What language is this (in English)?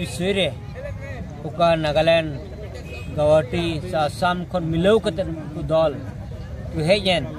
Santali